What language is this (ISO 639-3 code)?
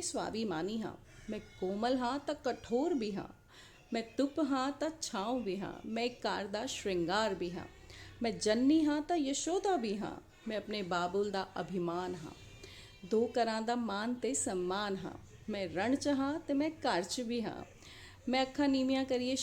doi